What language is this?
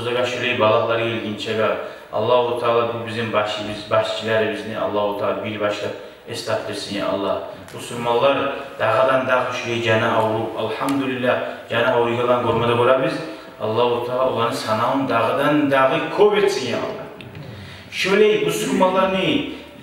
Kumyk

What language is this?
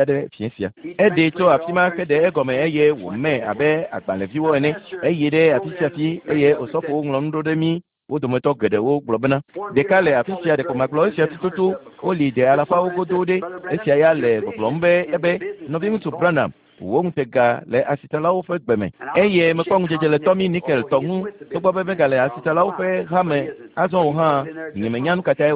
Ewe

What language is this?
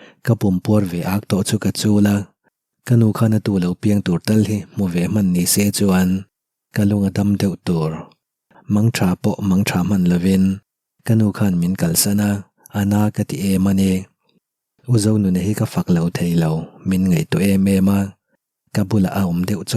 Mizo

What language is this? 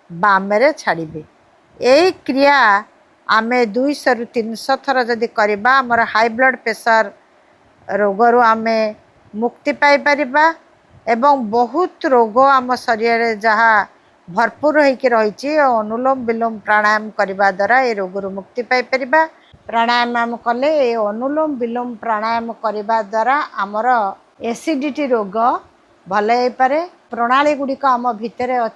Odia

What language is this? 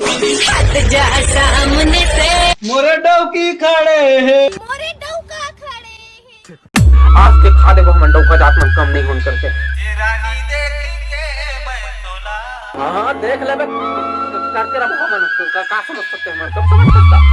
Chhattisgarhi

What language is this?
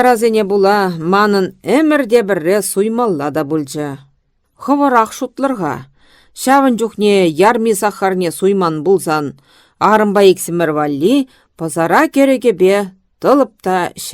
Chuvash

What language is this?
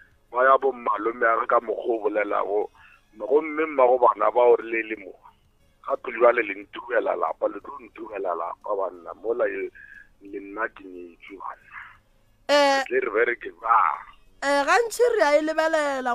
Northern Sotho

